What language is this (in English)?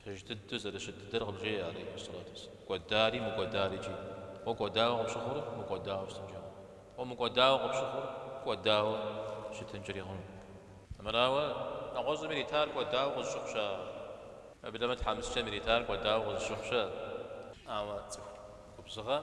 Kabardian